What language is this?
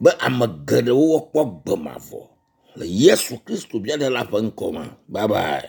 Ewe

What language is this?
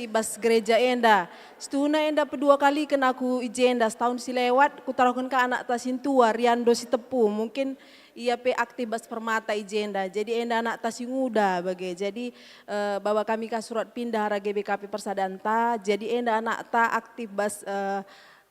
Batak Karo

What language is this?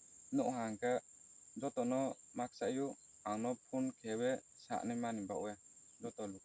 Riang (India)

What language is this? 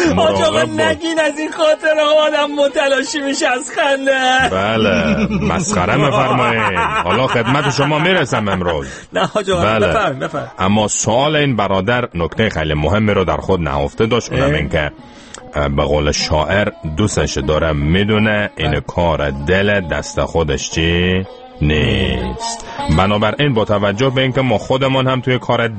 Persian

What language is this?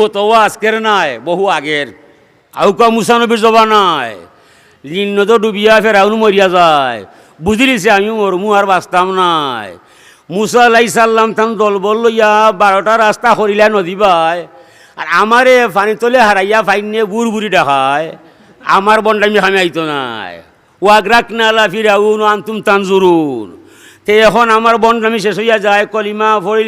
Sylheti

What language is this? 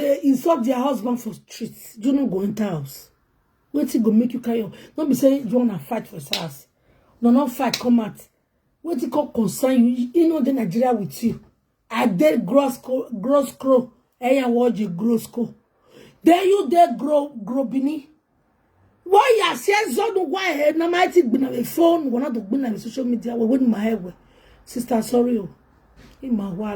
Nigerian Pidgin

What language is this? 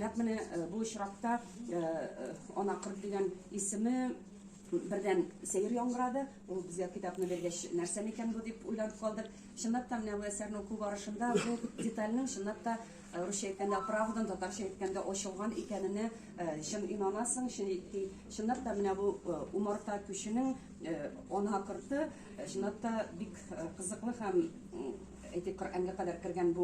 Tatar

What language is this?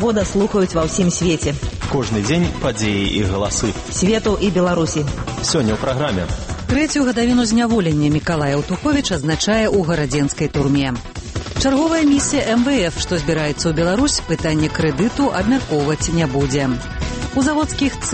Belarusian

